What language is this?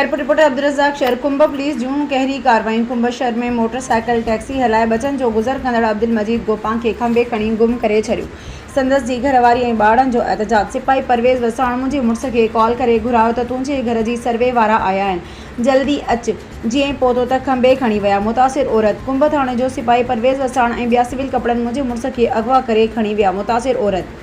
Sindhi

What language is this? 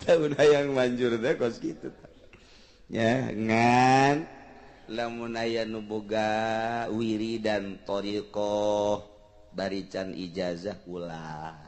Sundanese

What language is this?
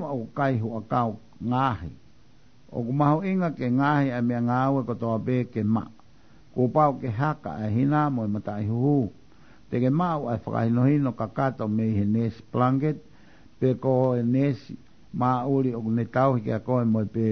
Tongan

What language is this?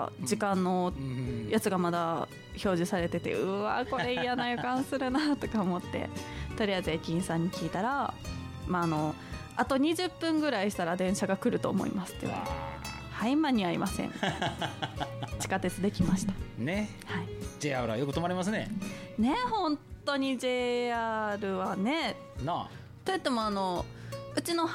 Japanese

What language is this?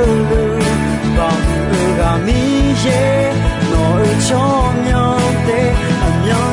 Akha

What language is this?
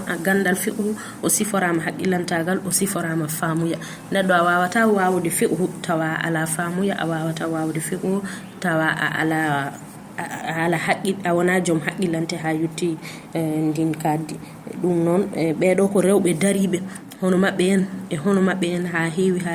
Fula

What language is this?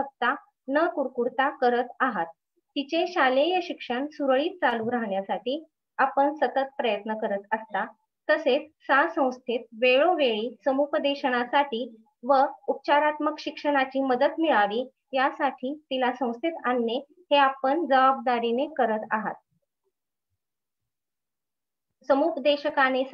Marathi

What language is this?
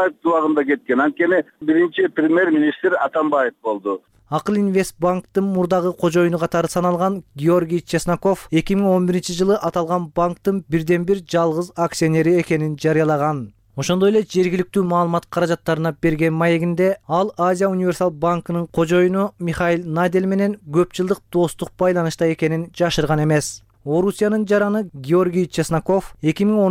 Kyrgyz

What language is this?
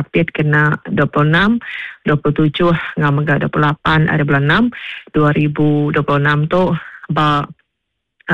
Iban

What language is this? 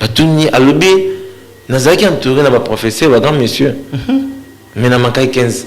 Lingala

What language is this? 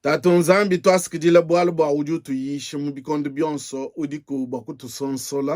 Luba-Lulua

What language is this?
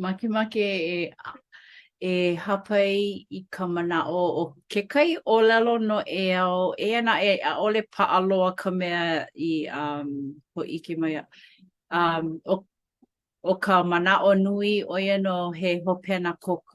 Hawaiian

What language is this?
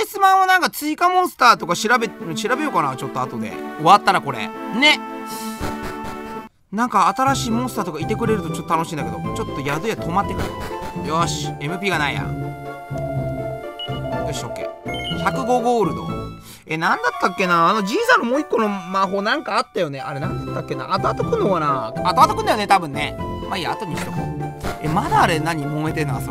Japanese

